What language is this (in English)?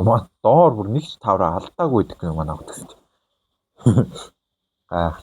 Mongolian